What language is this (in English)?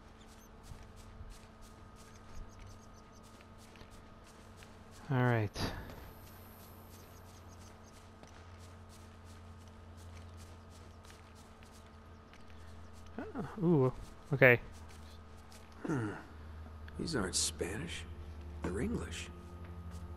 English